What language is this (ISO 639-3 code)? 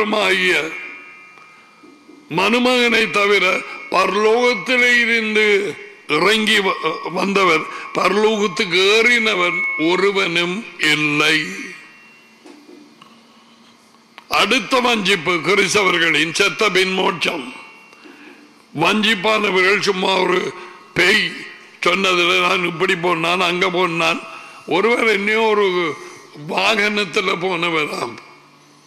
tam